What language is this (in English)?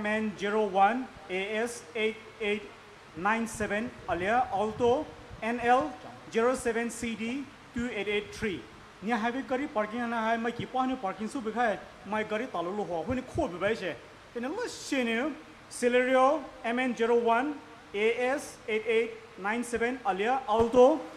Poumei Naga